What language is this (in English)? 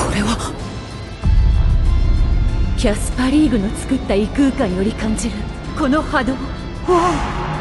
Japanese